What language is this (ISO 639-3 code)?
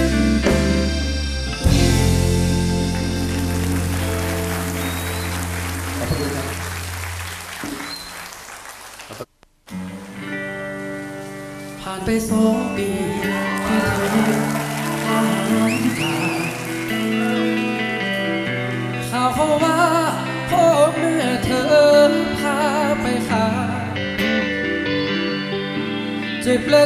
tha